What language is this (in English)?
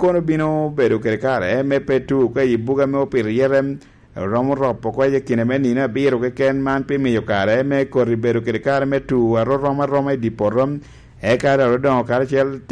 Lango (Uganda)